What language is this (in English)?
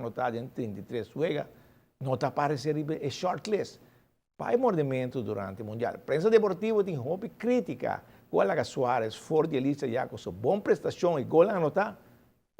Papiamento